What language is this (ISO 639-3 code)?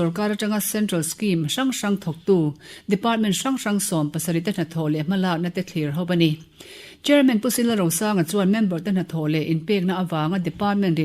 lus